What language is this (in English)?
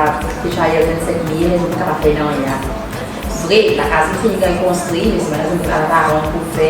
Seselwa Creole French